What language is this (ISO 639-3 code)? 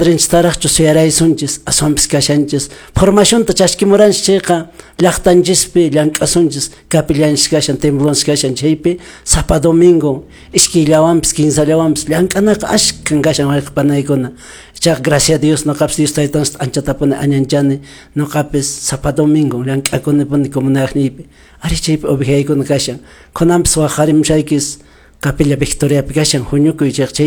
que